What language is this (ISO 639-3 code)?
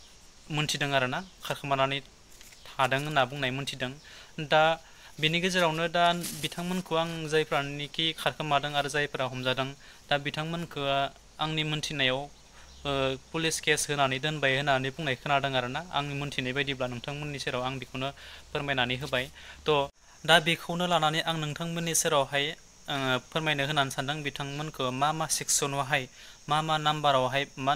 brx